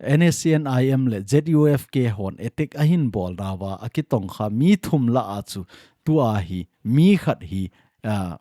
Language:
Thado Chin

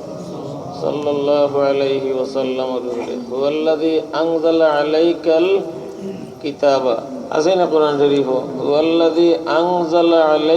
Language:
Sylheti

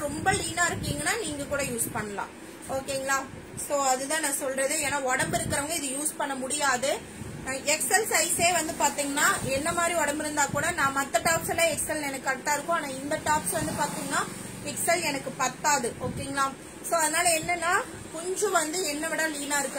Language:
Tamil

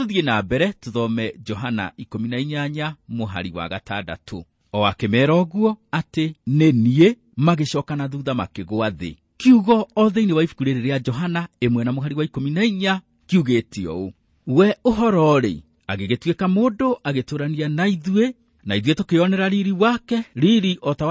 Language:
Kikuyu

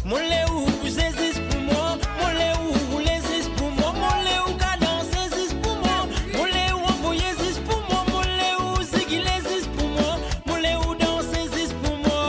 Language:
Morisyen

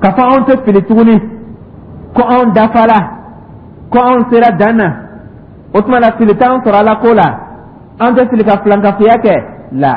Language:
Dyula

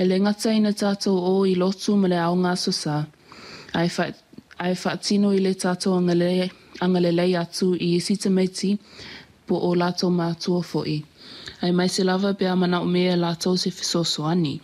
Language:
Samoan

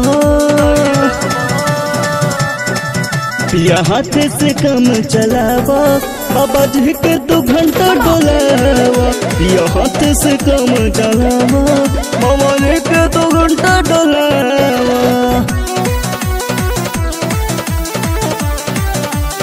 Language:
Bhojpuri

